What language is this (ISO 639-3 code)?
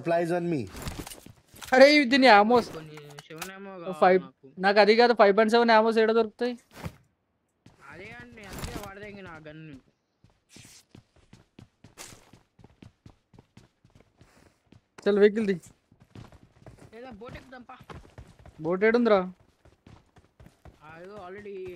tel